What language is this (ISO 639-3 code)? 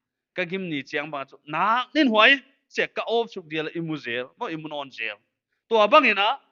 pck